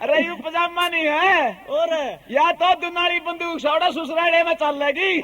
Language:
Haryanvi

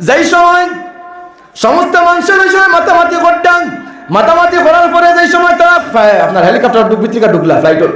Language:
Sylheti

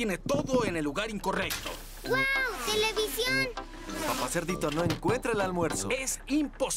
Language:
Spanish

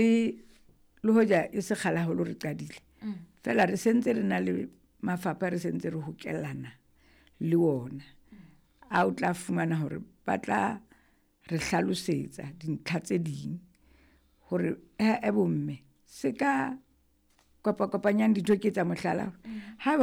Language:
Southern Sotho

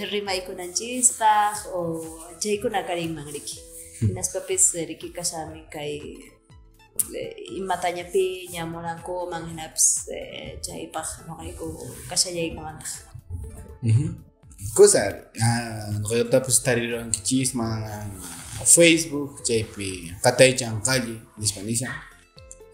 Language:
Quechua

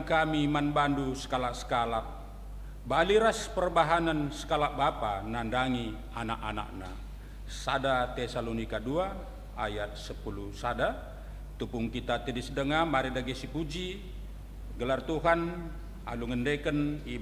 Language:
Batak Karo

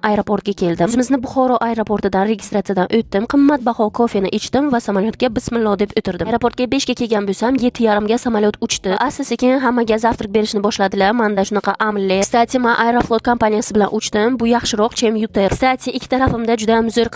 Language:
Uzbek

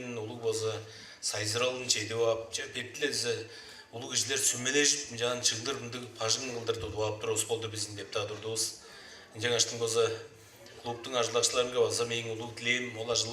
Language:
Tuvinian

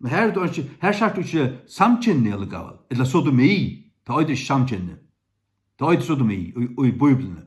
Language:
Faroese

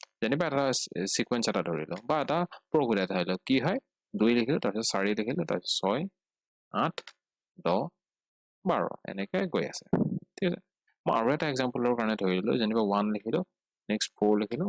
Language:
Assamese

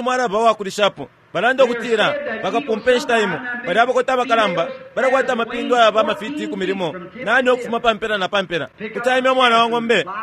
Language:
Bemba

